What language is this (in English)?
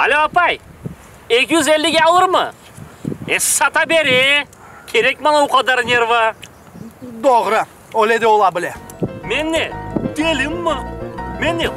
Crimean Tatar